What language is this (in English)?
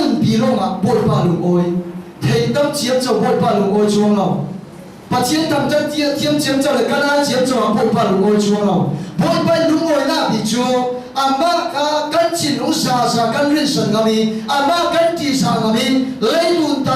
Falam Chin